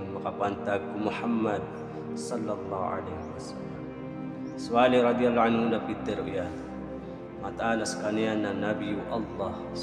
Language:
Maranao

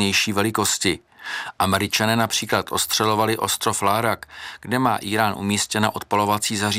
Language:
Czech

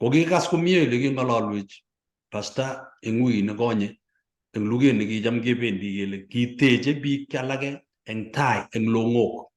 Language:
Kalenjin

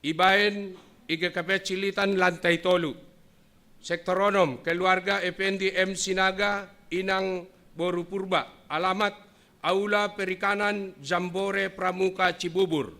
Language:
Batak Simalungun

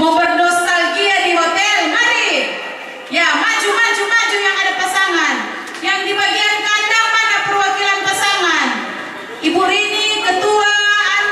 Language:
Manado Malay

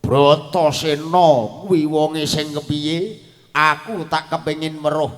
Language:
Javanese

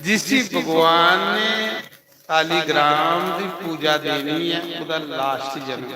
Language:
Dogri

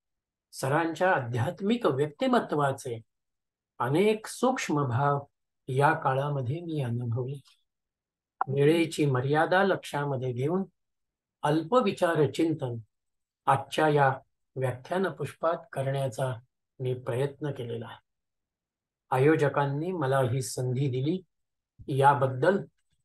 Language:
Marathi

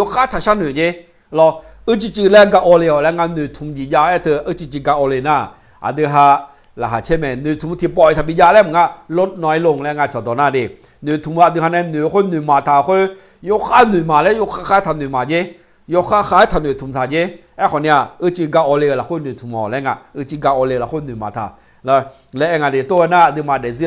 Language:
Akha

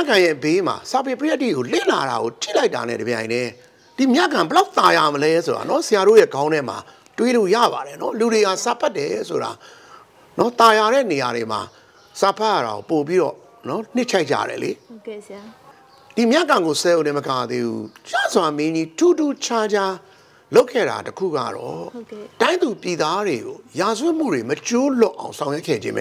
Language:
Burmese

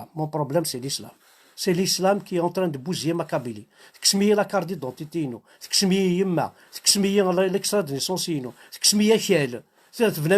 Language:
Kabyle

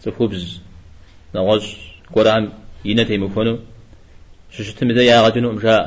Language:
Kabardian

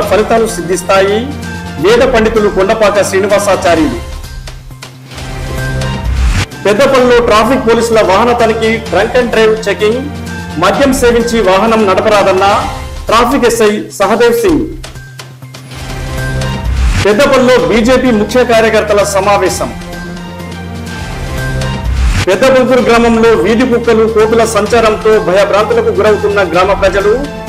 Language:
Telugu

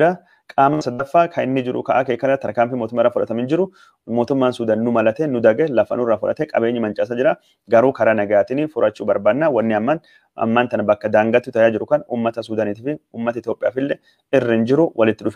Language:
Oromo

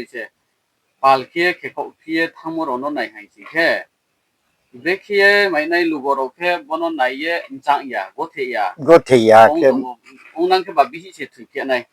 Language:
Riang (India)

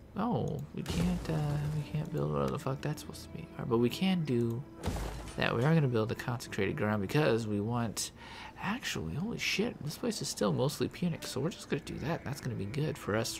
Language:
English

